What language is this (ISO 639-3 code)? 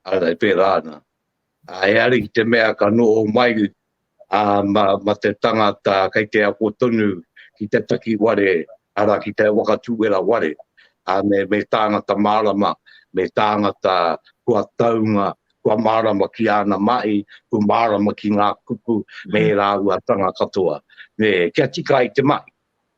mri